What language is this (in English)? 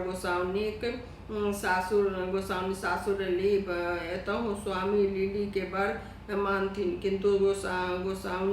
Maithili